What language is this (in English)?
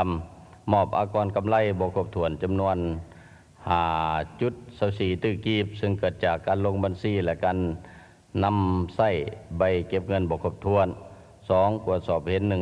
Lao